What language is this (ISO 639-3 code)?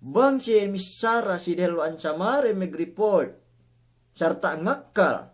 yka